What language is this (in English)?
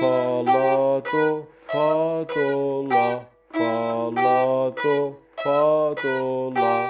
South Azerbaijani